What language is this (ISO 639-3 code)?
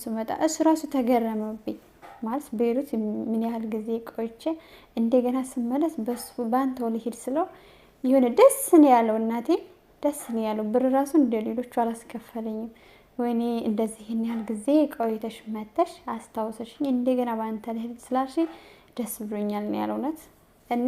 amh